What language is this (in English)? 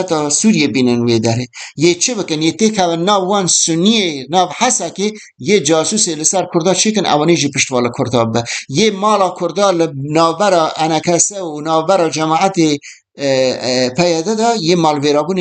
Kurdish